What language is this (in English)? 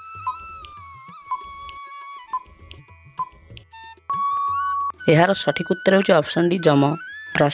Odia